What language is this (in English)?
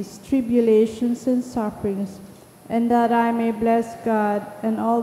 Bikol